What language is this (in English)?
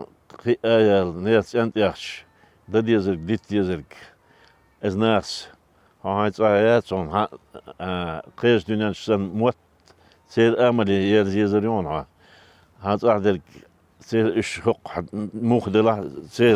Chechen